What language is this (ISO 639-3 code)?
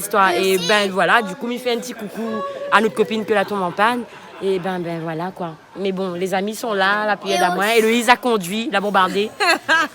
rcf